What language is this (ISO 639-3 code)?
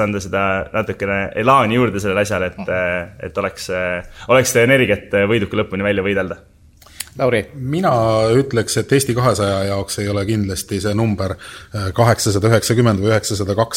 est